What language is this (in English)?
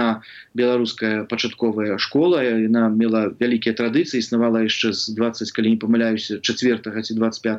Belarusian